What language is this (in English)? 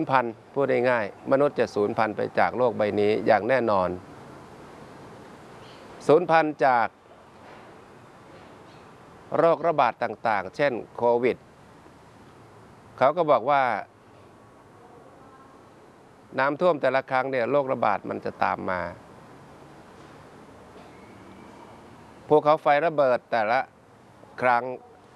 Thai